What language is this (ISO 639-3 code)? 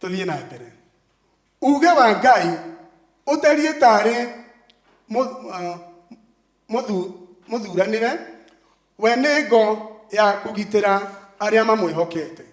kik